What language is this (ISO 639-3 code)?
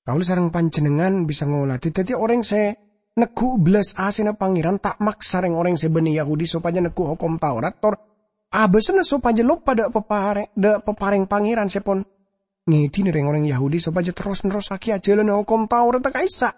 mad